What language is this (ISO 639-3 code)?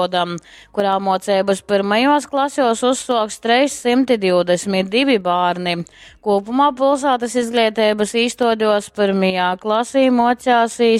ltg